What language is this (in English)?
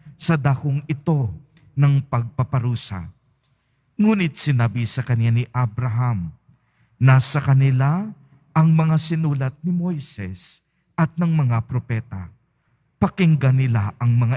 Filipino